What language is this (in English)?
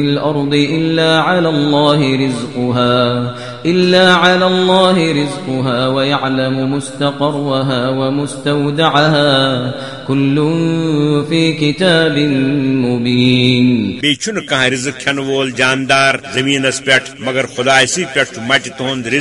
Kashmiri